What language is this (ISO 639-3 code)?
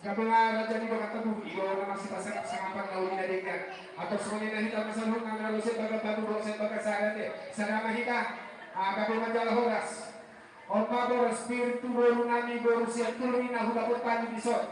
bbc